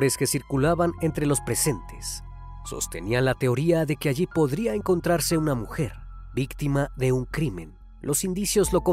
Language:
Spanish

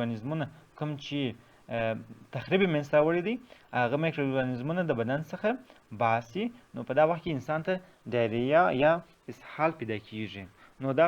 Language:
Pashto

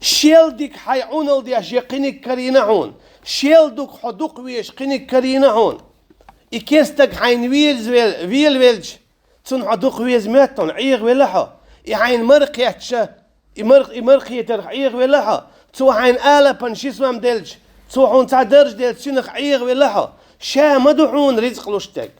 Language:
Chechen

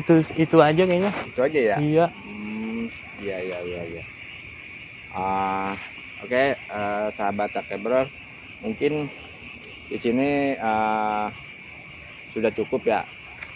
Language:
Indonesian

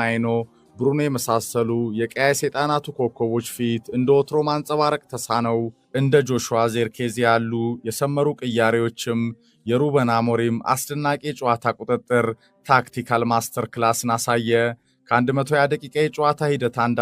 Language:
Amharic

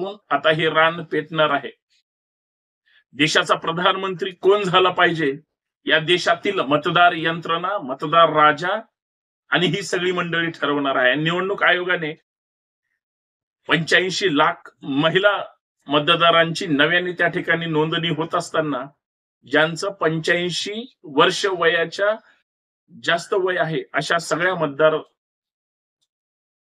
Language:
Marathi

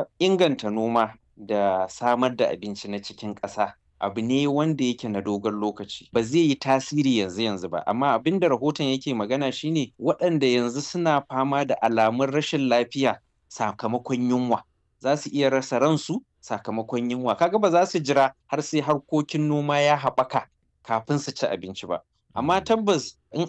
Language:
Hausa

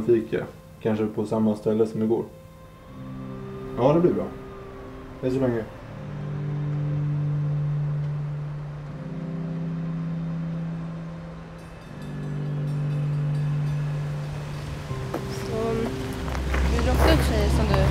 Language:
Swedish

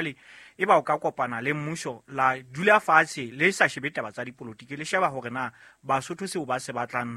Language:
Southern Sotho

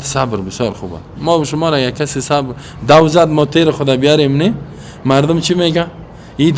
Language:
Persian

